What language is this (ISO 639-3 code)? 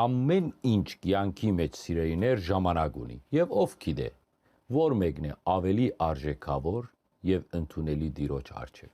hyw